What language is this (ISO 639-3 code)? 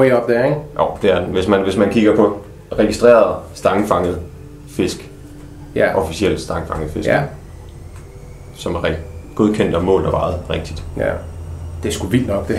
dan